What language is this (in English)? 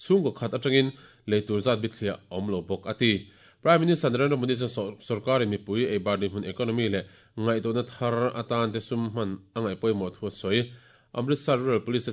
Mizo